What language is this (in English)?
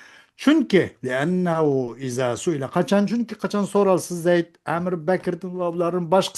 Uyghur